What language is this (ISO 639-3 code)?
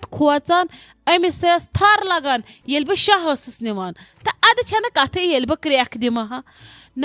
kas